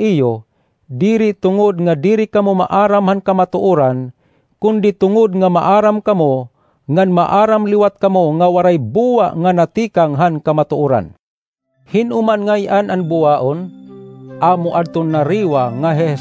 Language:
Waray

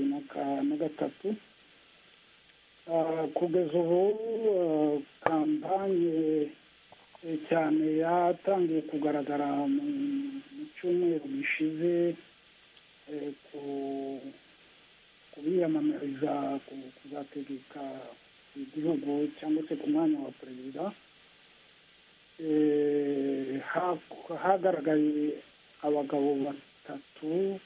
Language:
Kinyarwanda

